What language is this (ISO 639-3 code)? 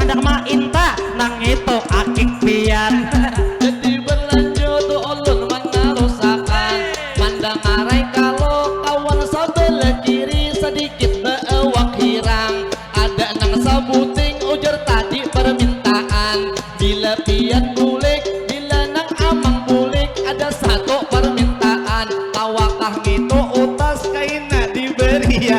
bjn